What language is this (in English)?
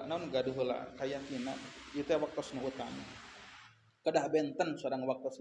Sundanese